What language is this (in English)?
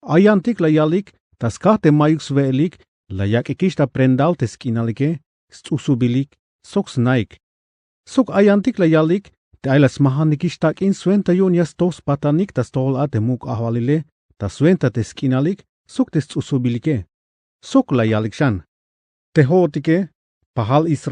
Tzeltal